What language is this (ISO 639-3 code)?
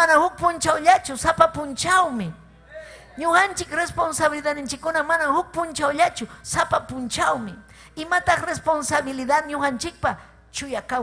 quy